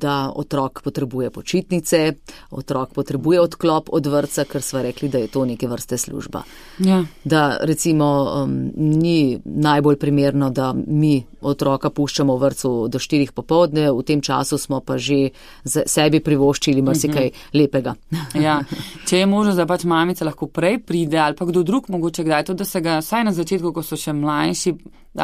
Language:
Slovenian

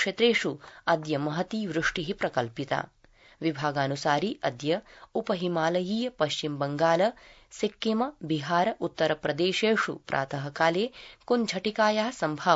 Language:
Sanskrit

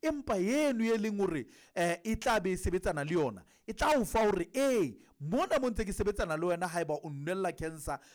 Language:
Southern Sotho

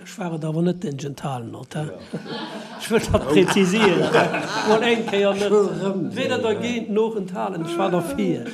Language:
Luxembourgish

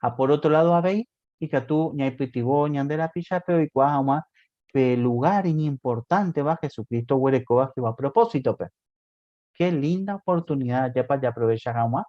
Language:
Guarani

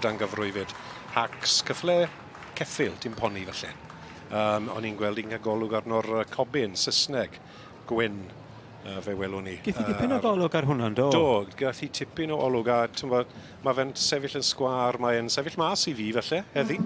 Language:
Welsh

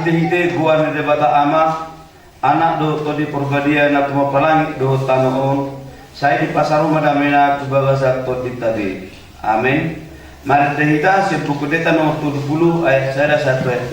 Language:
Batak Toba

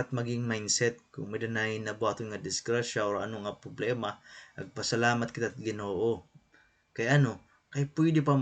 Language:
Waray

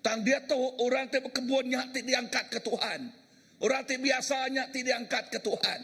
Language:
Iban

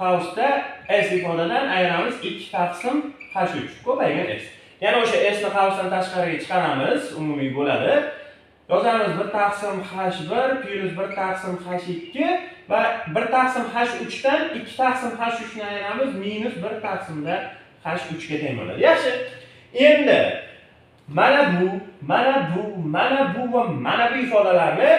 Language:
Uzbek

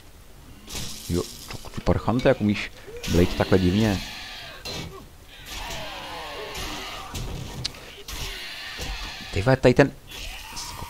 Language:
Czech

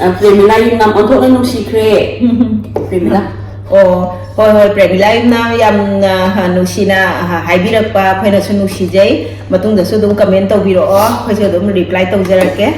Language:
Manipuri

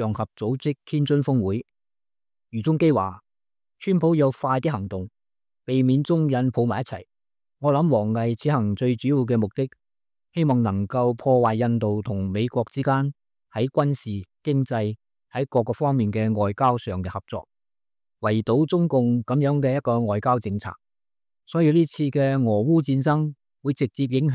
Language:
Cantonese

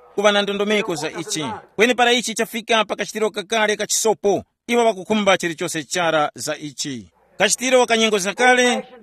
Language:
Tumbuka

